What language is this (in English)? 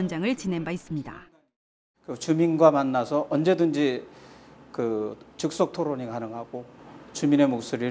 Korean